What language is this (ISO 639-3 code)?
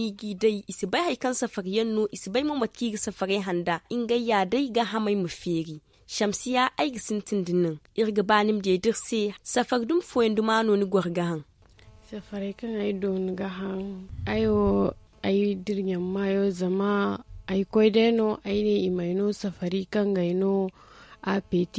dje